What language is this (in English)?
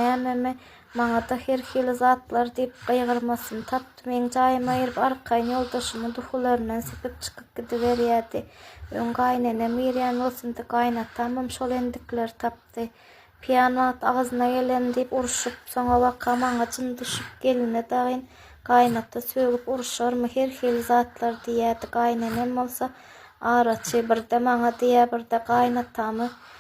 Turkmen